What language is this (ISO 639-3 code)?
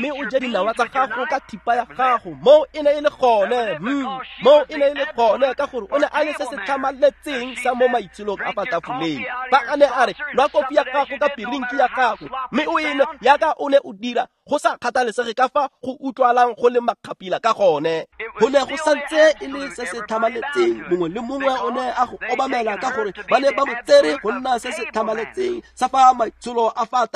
tsn